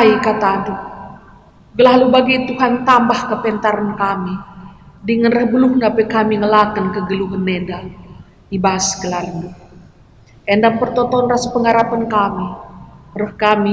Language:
Batak Karo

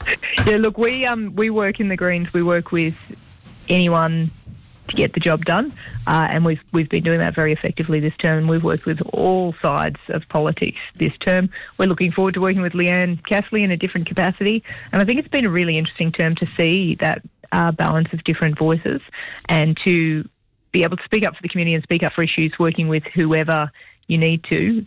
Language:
English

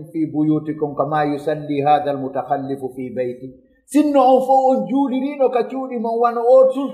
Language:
Fula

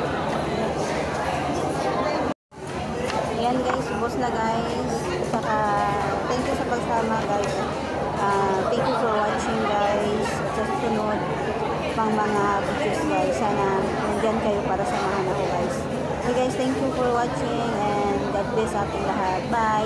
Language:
Filipino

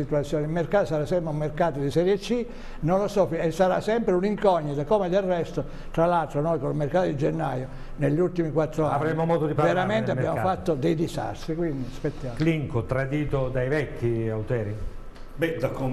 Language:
Italian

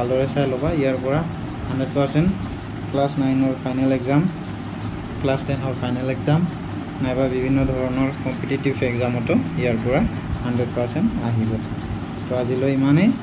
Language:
Assamese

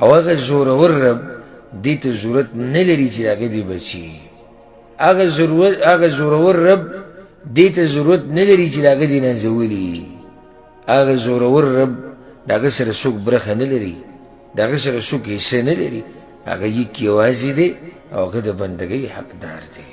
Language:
Pashto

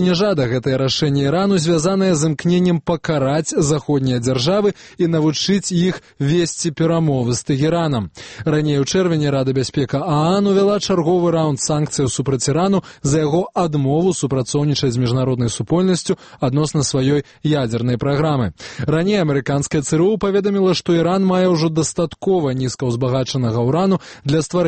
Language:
Belarusian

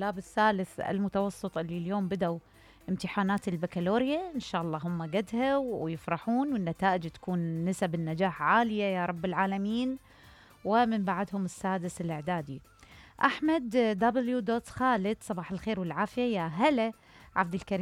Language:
Mesopotamian Arabic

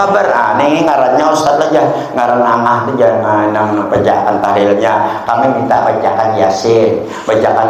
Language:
Banjar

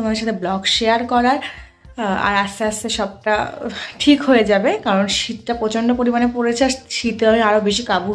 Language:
Bangla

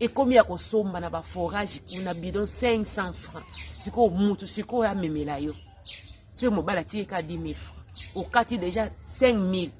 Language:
Lingala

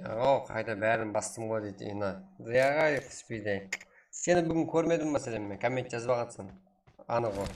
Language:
Kara-Kalpak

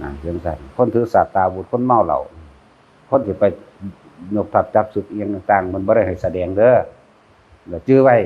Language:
Northeastern Thai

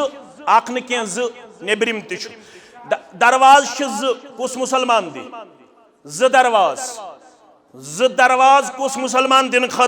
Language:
Kashmiri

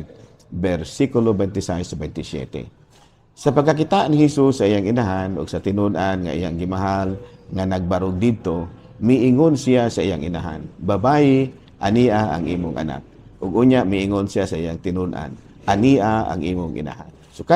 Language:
Cebuano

